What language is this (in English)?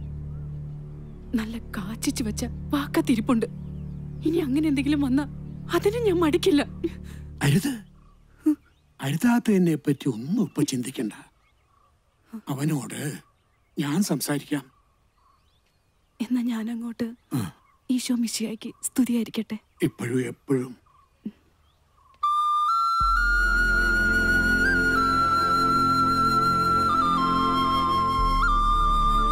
Malayalam